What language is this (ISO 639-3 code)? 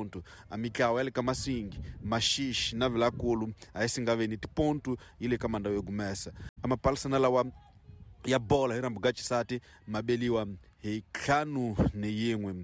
tso